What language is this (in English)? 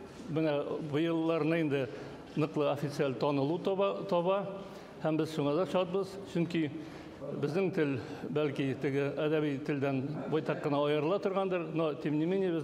Bashkir